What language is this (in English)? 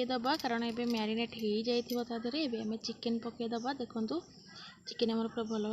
Odia